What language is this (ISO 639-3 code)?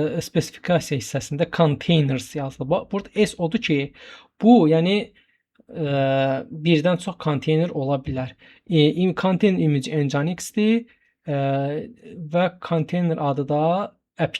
aze